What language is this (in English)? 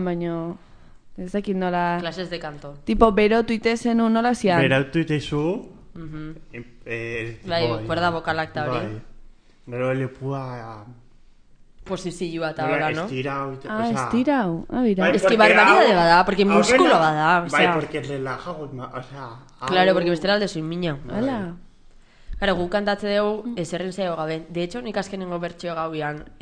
Basque